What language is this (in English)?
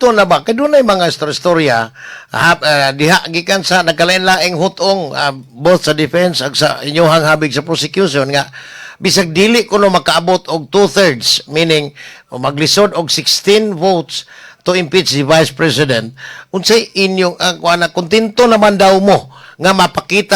Cebuano